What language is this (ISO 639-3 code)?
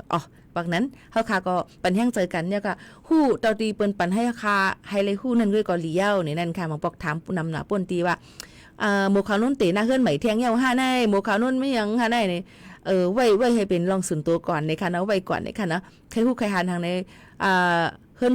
shn